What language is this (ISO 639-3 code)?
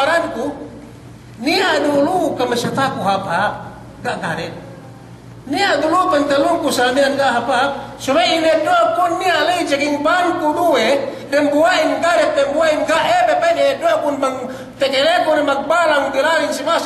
yka